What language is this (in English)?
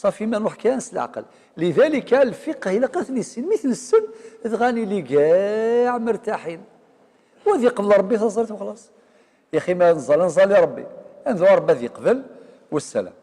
Kabyle